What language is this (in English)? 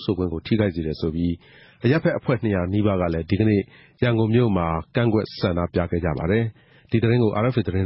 Burmese